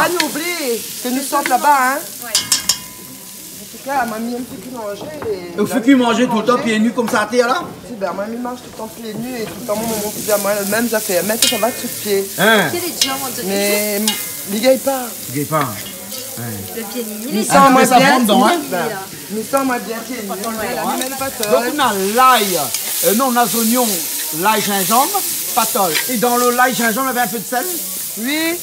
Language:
Réunion Creole French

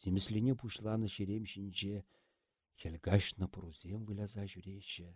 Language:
Chuvash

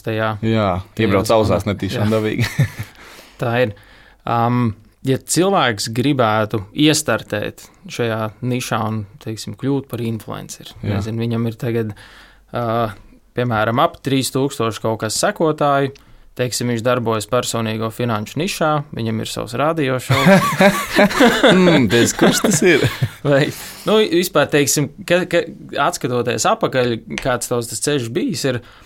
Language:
Latvian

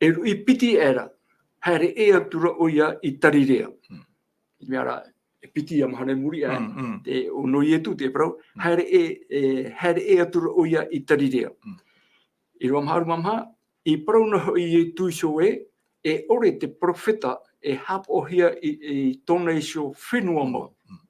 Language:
Tahitian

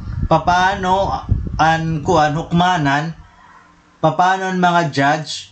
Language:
Waray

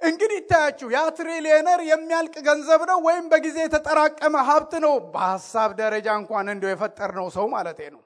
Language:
Amharic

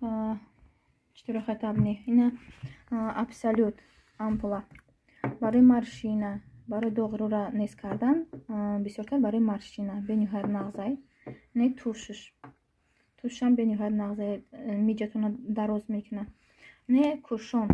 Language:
Tajik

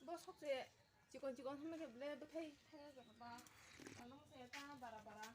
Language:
Kok Borok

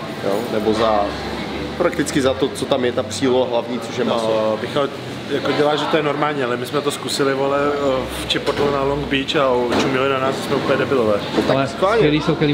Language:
Czech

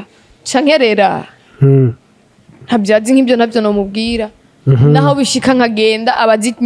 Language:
Rundi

